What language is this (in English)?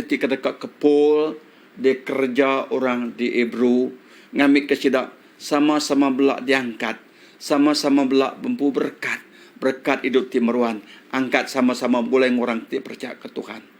Iban